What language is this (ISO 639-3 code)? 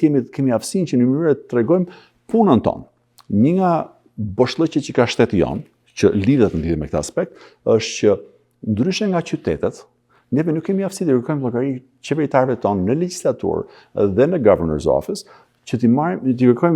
sqi